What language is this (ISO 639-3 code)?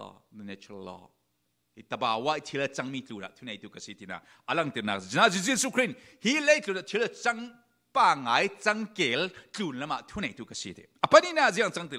cfm